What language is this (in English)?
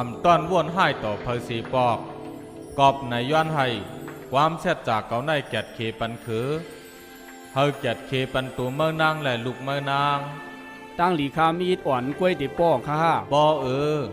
Shan